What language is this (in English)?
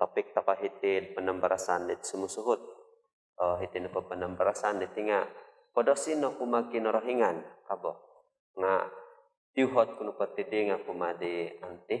Central Dusun